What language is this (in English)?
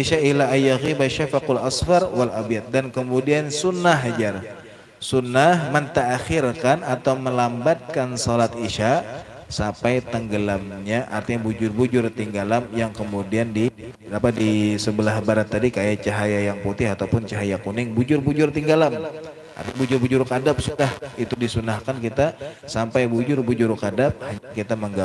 Banjar